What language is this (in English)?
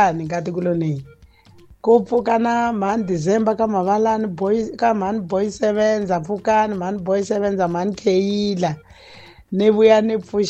Tsonga